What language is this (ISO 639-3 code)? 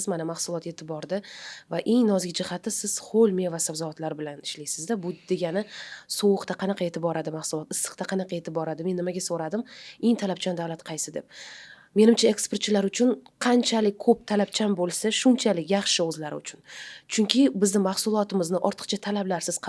uzb